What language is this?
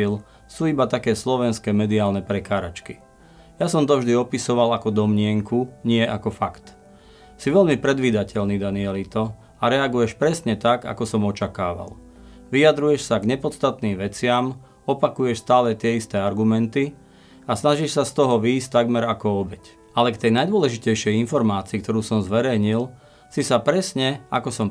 Slovak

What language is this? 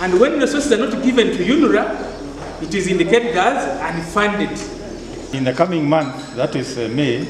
Nyankole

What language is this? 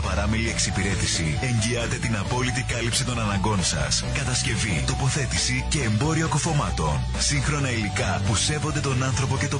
Greek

